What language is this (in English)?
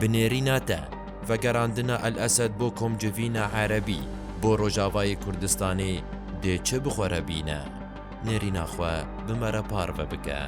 Kurdish